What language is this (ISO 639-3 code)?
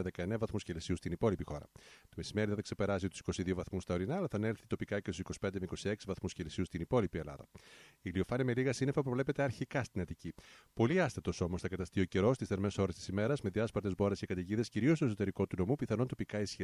ell